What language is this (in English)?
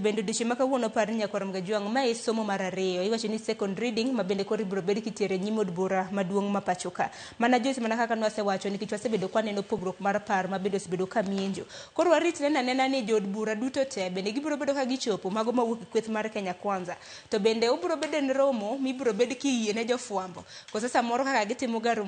Luo (Kenya and Tanzania)